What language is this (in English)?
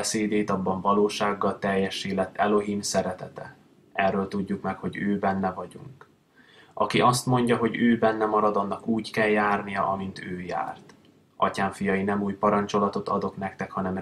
Hungarian